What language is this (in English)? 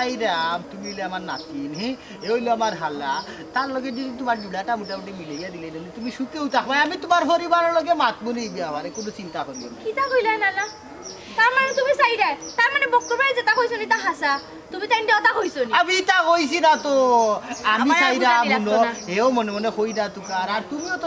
Sylheti